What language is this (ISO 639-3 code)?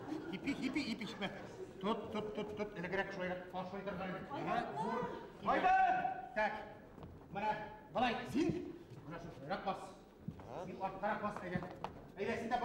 bak